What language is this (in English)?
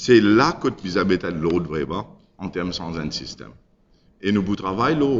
Morisyen